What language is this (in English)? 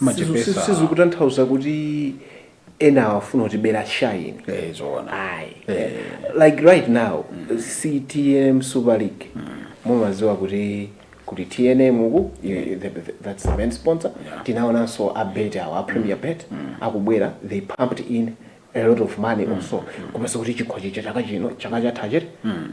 Nyanja